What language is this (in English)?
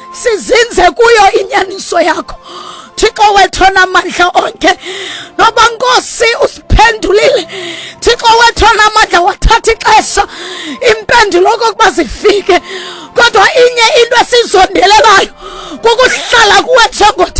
Xhosa